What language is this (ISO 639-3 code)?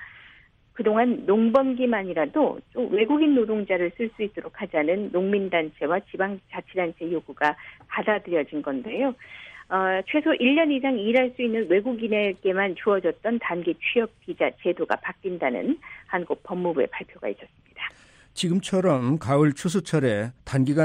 kor